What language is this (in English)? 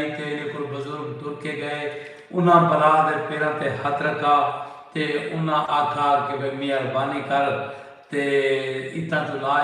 Saraiki